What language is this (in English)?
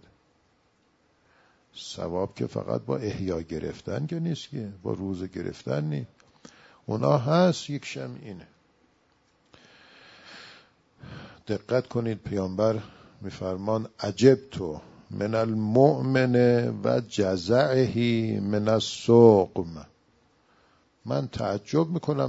Persian